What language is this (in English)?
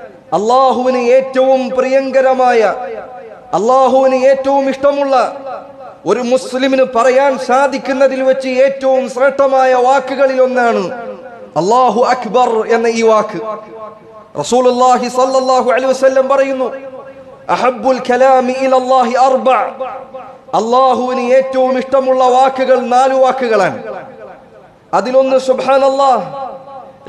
Malayalam